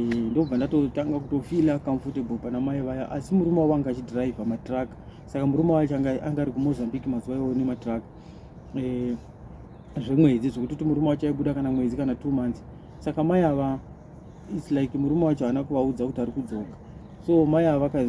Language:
Shona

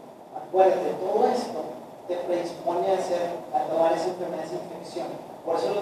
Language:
Spanish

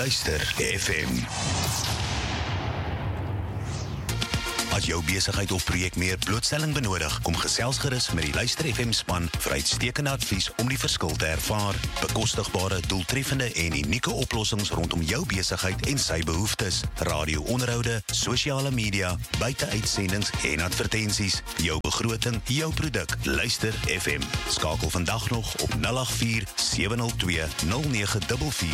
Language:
Afrikaans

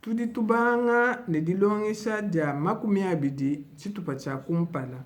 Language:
Luba-Lulua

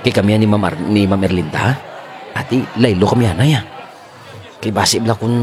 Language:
Kinaray-a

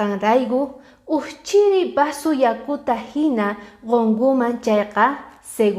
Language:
Quechua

